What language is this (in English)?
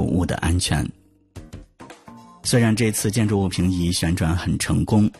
Chinese